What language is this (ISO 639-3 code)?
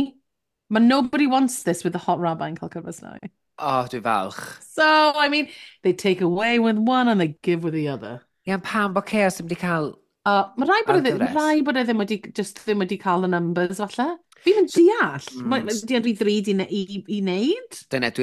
cym